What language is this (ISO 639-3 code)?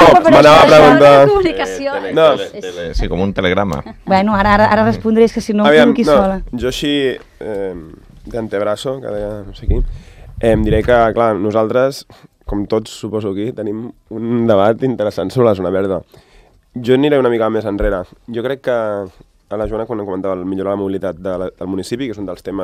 cat